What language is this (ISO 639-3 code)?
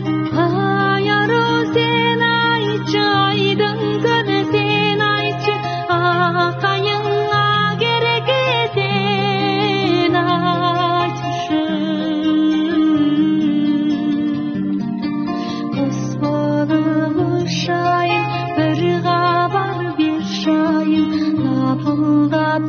kaz